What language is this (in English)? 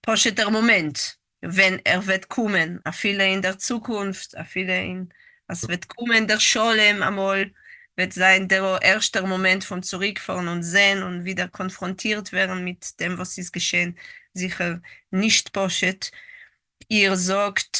Yiddish